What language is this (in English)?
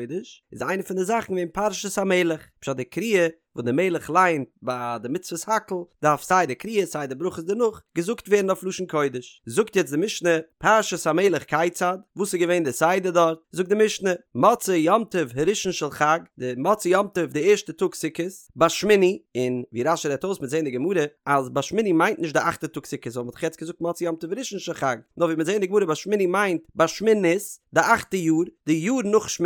Yiddish